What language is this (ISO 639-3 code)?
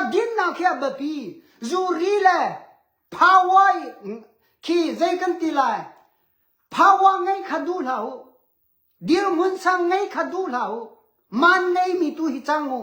cnh